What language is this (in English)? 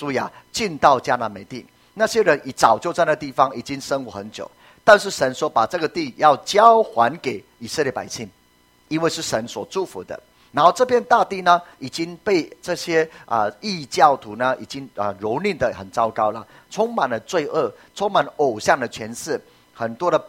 Chinese